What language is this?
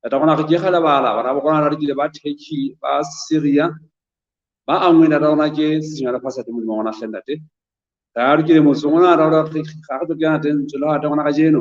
Southern Sotho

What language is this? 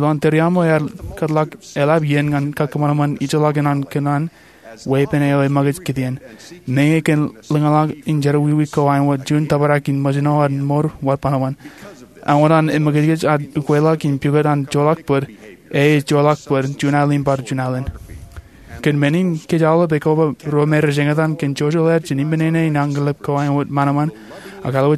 Marshallese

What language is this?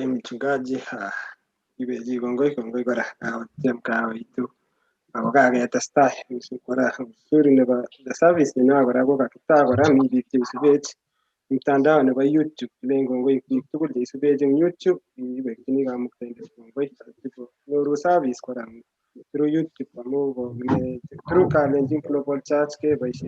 Kalenjin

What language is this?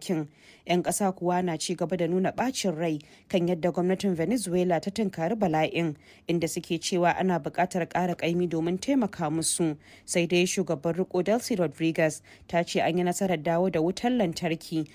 Hausa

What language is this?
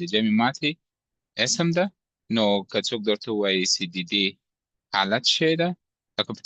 Pashto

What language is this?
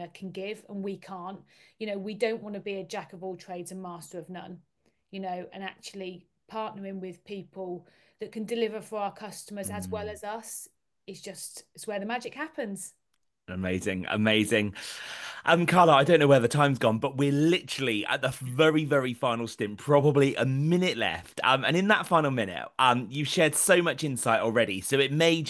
English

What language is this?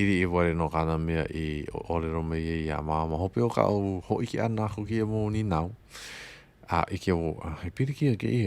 Hawaiian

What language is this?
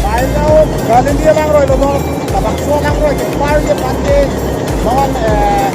Karbi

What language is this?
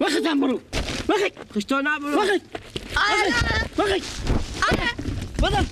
Persian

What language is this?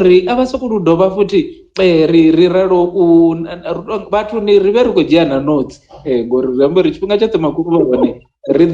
Venda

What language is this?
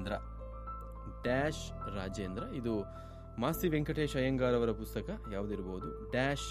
Kannada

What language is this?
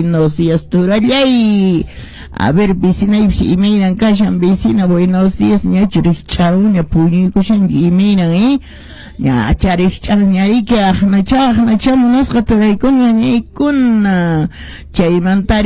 Quechua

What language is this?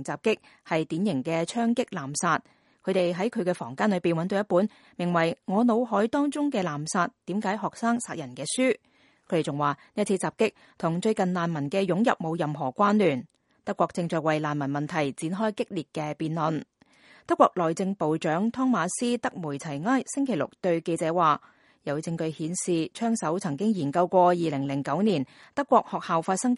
Cantonese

